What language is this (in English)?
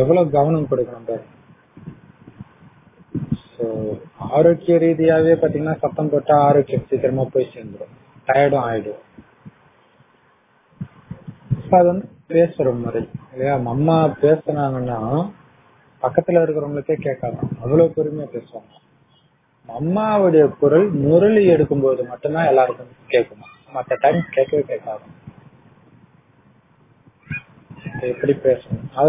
Tamil